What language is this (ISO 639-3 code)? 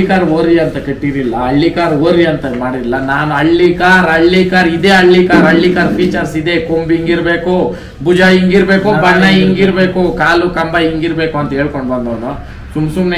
kan